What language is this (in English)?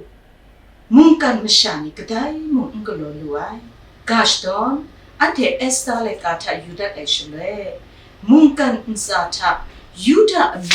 Kachin